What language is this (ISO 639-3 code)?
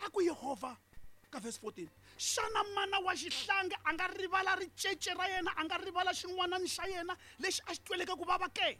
tso